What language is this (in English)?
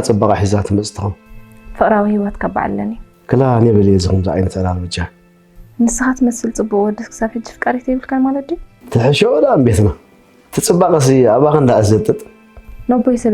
Tigrinya